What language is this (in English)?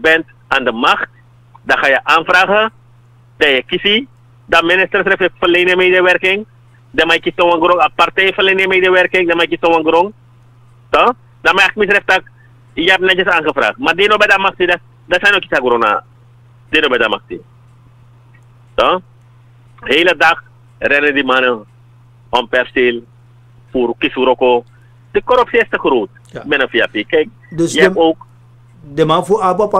Dutch